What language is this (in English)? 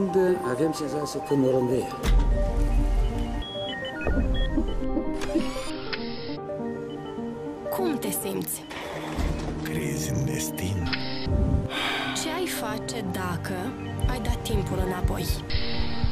Romanian